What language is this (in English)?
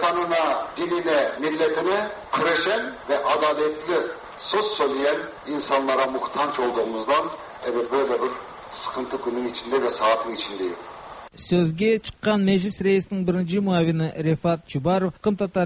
Tatar